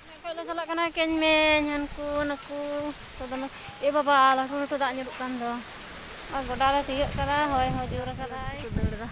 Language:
Santali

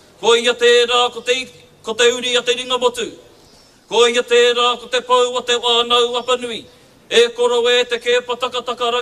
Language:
Māori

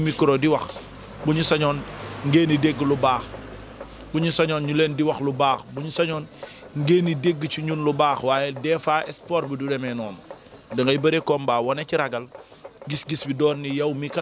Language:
Wolof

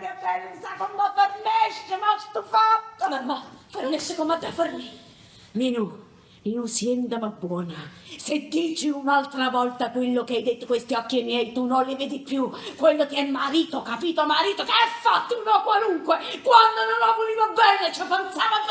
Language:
Neapolitan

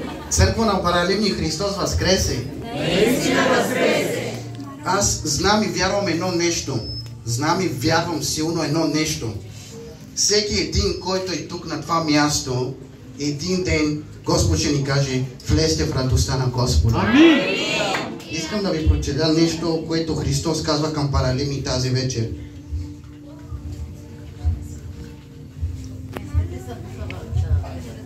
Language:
Bulgarian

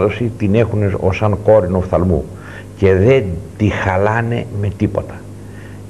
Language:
Greek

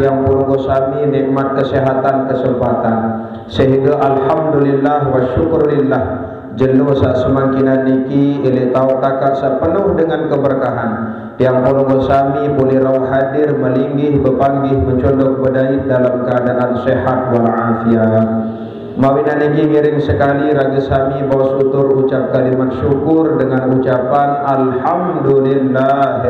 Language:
Sasak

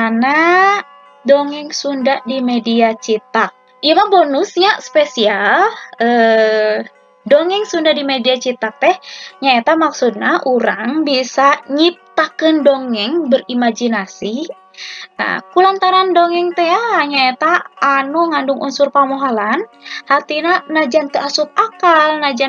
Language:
Sundanese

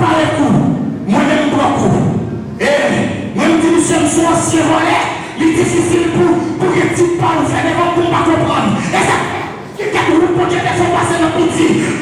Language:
Haitian Creole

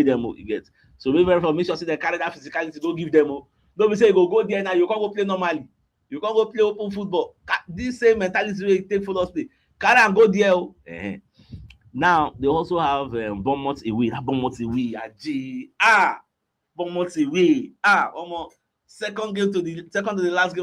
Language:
Nigerian Pidgin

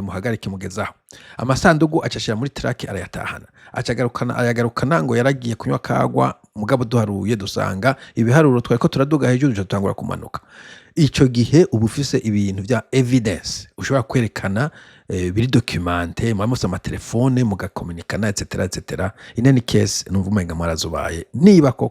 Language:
Rundi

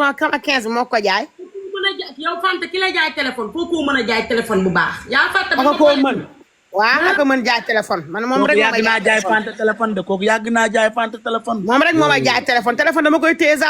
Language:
Wolof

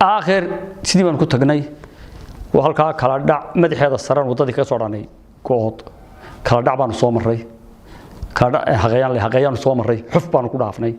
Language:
Somali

